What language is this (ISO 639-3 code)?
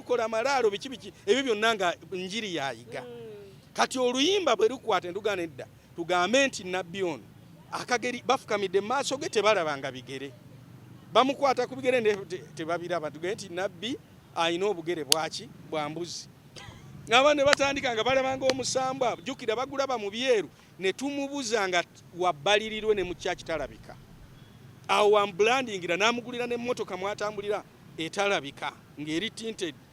lug